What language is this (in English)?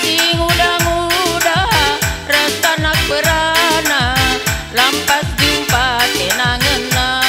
Batak Karo